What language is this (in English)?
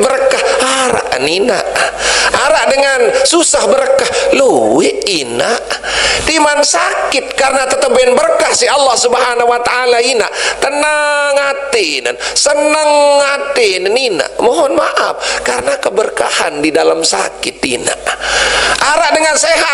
Sasak